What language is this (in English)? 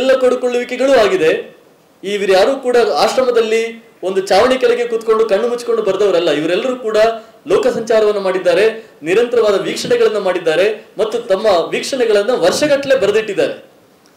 Kannada